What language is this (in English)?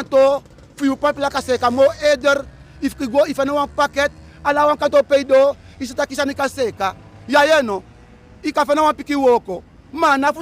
Sranan Tongo